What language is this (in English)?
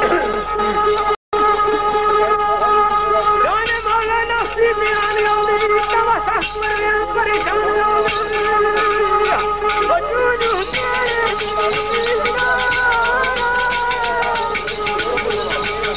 Urdu